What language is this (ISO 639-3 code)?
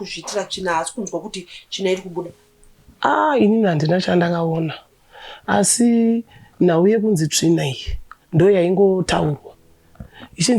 sna